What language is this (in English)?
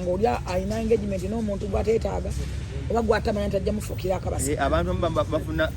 Ganda